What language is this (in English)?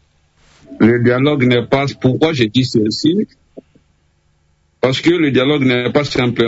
French